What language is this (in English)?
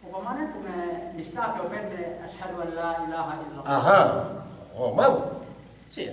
Yakan